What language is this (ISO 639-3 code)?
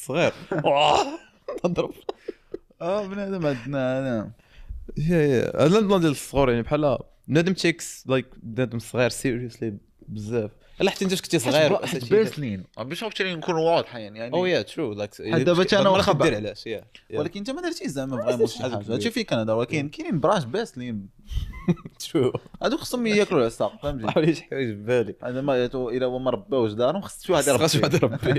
ary